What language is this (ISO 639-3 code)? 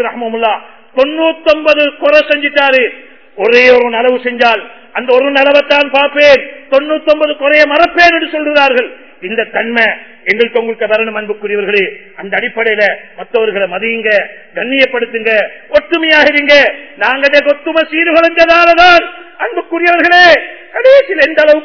tam